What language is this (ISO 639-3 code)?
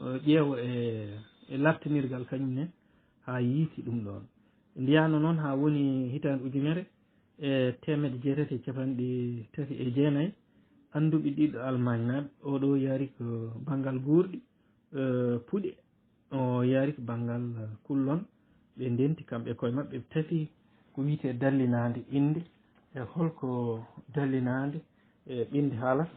ful